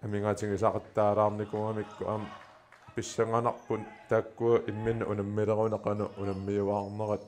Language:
Kalaallisut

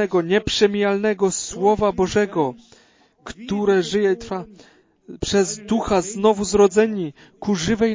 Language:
Polish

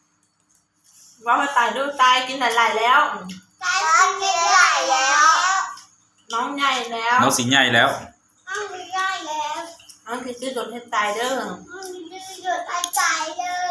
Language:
Lao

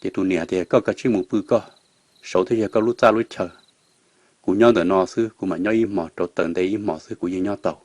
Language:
Hmong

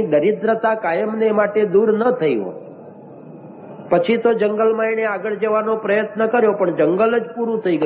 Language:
Gujarati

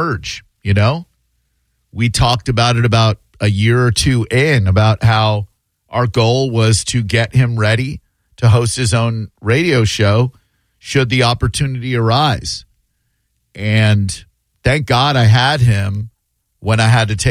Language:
English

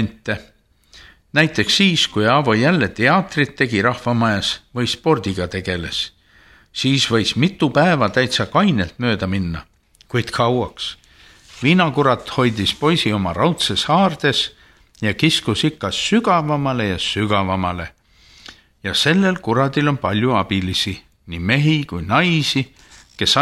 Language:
Estonian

